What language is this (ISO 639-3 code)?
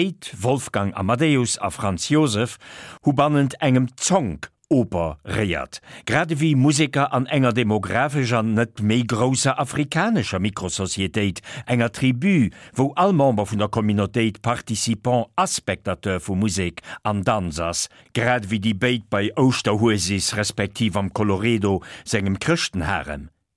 ltz